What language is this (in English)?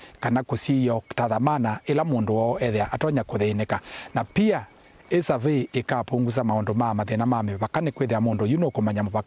Kamba